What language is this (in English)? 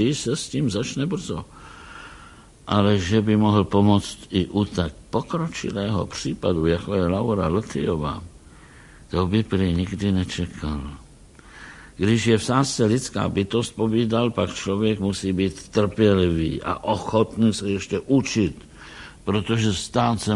Czech